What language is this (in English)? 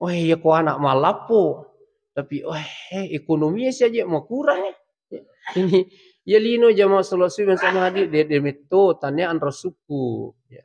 Buginese